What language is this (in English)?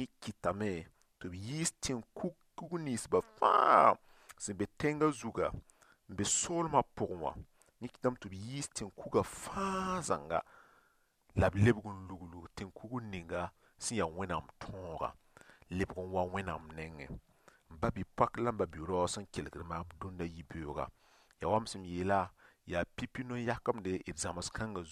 Mossi